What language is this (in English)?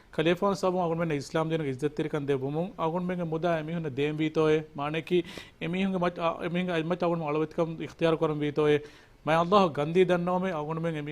Divehi